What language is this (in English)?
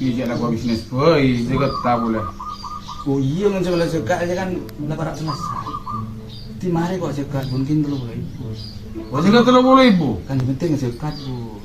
Madurese